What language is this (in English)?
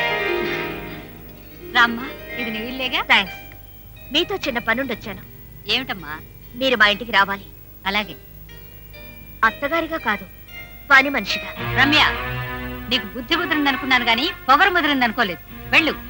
Telugu